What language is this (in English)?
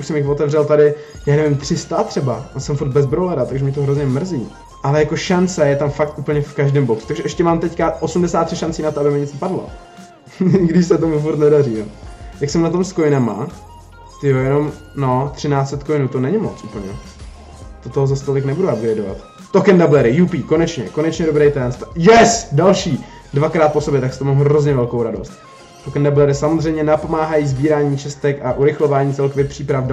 Czech